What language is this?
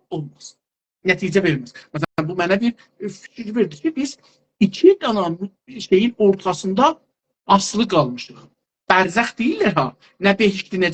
South Azerbaijani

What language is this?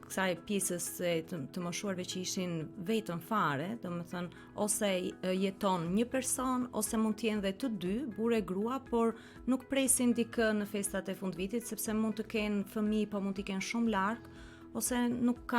Albanian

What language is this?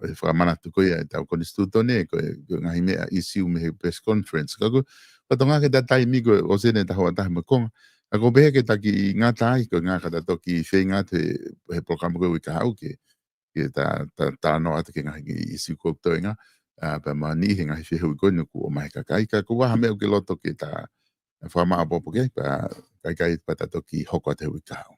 Tongan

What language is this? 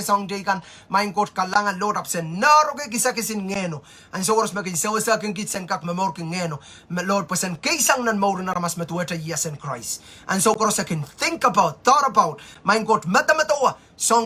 Pohnpeian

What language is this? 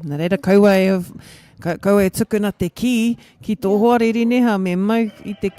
Māori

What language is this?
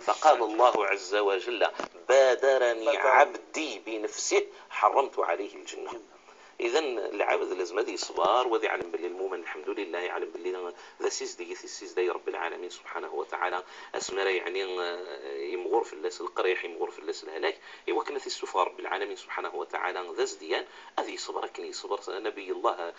Moroccan Arabic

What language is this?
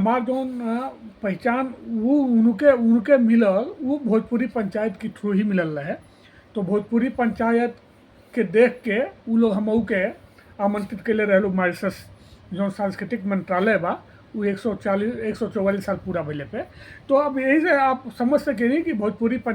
Bhojpuri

